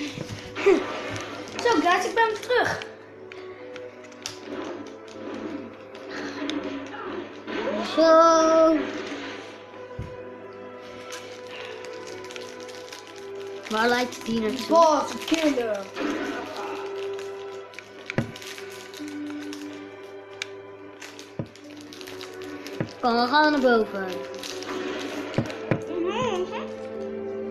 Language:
Dutch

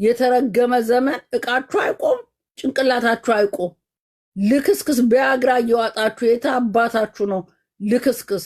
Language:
Amharic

